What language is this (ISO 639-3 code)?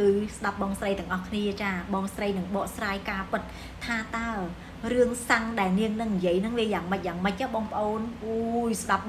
khm